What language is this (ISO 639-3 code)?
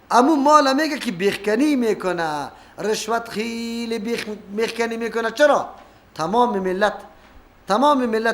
fas